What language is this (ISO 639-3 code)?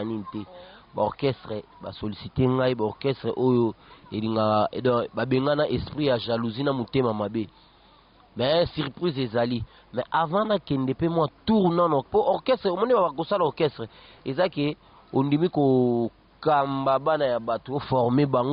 lin